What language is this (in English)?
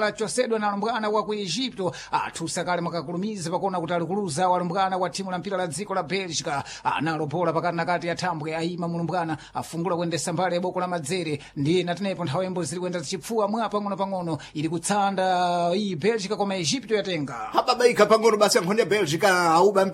Sena